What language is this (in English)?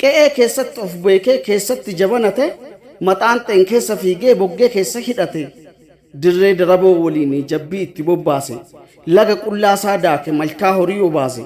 Oromo